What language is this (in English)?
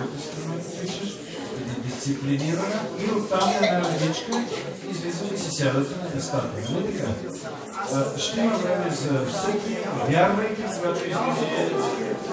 Bulgarian